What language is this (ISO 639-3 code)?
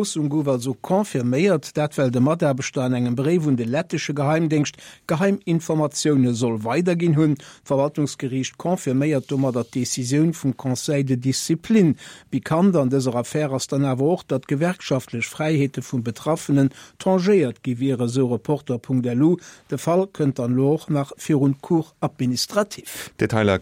ltz